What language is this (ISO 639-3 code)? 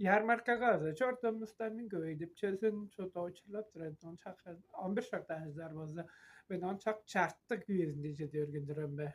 tyv